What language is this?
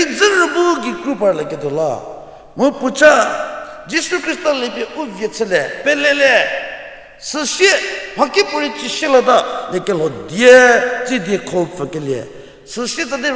Angami Naga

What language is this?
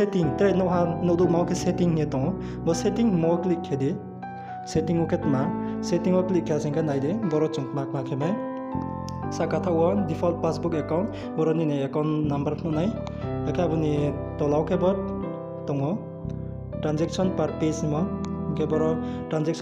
Riang (India)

